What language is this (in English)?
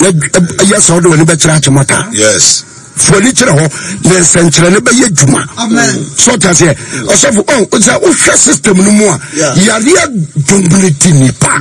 Akan